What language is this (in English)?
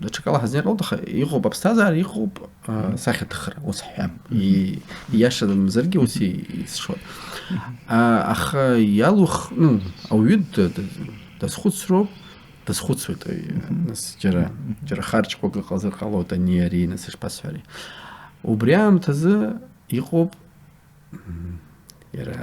Abkhazian